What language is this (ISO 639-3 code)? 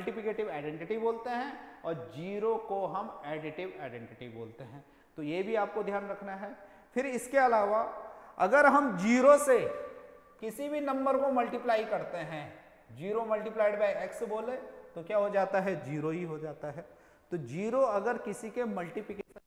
hin